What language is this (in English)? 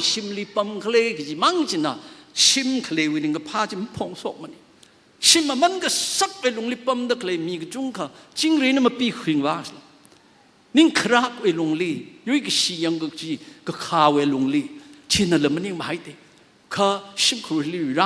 Tangkhul Naga (India)